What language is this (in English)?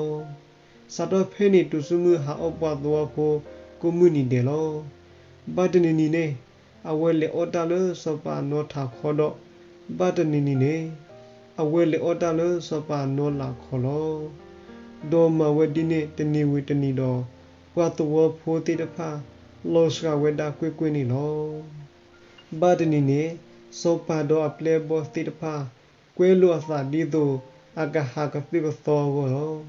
S'gaw Karen